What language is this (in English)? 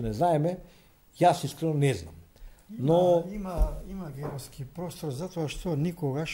Macedonian